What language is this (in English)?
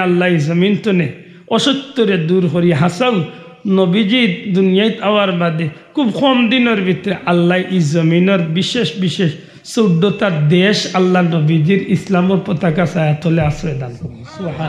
Sylheti